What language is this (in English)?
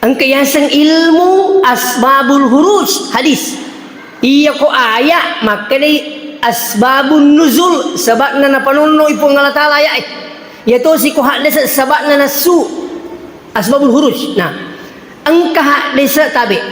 Buginese